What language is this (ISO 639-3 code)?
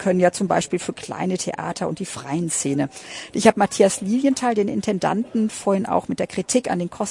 deu